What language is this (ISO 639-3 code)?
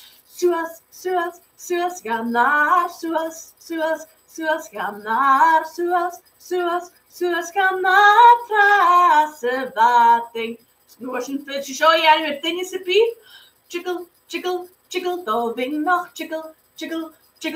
gla